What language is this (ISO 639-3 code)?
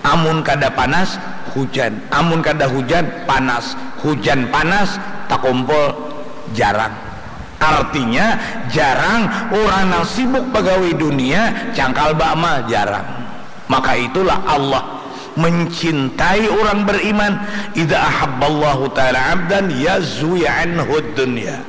bjn